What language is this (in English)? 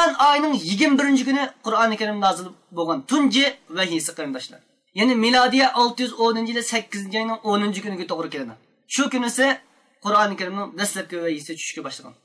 Uyghur